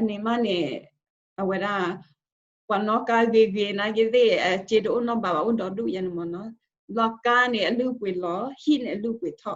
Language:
S'gaw Karen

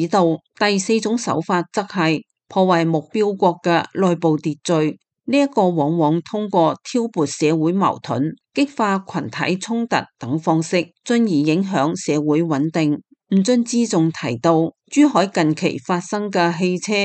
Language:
Cantonese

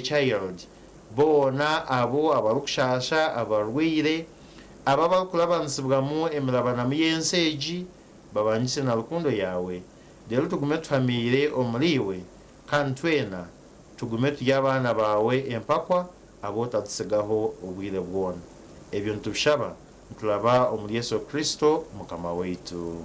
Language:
Nyankole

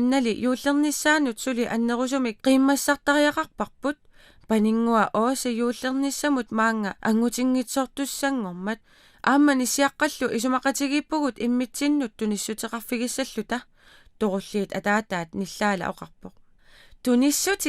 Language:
Kalaallisut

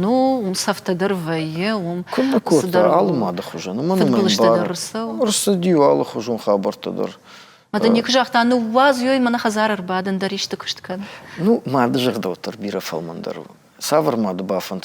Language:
Ossetic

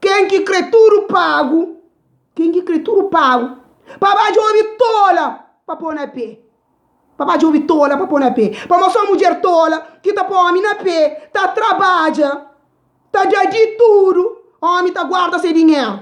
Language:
Kabuverdianu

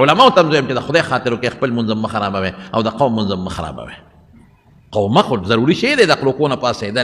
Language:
Pashto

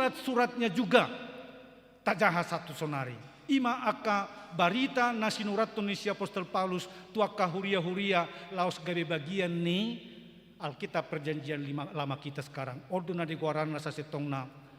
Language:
Batak Toba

